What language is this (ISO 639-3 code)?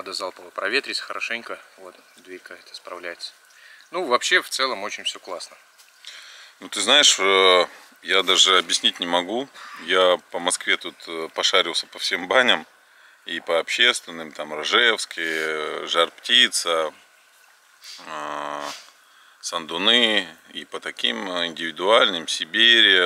rus